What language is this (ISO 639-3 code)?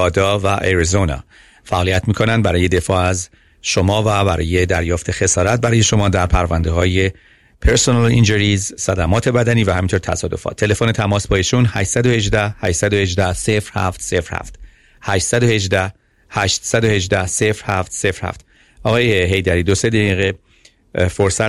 fas